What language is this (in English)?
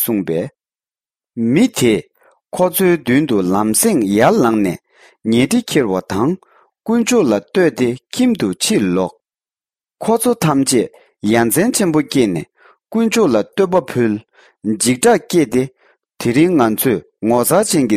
Tibetan